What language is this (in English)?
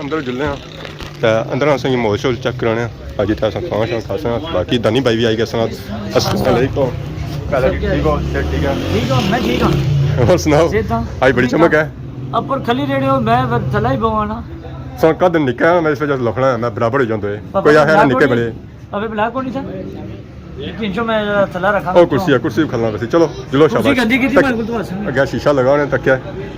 Pahari-Potwari